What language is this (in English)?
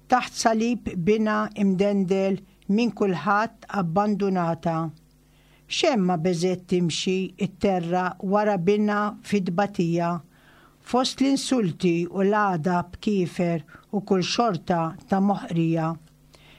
Maltese